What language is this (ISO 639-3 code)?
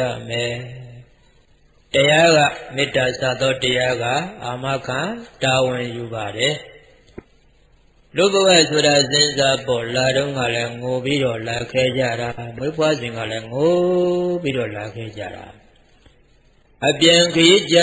mya